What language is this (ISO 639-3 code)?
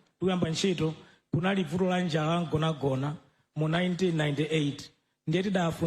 nya